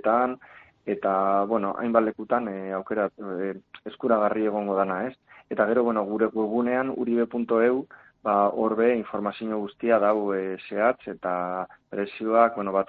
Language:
Basque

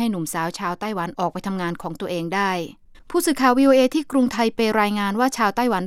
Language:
Thai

